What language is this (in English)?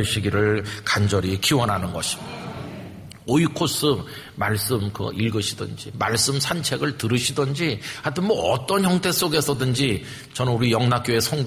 Korean